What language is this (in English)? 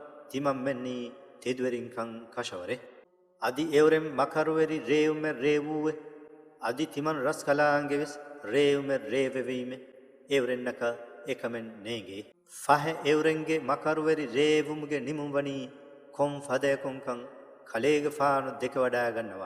Divehi